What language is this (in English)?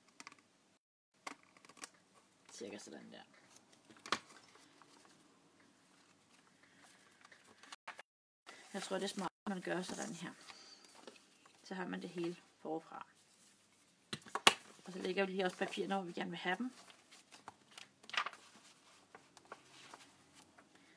Danish